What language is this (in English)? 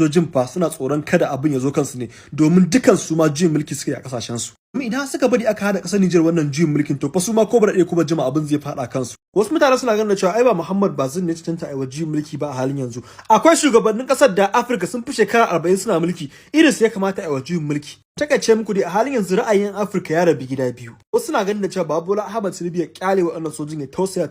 Hausa